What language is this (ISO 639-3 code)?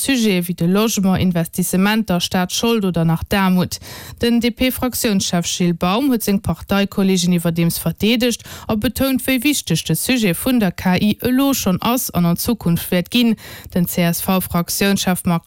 ltz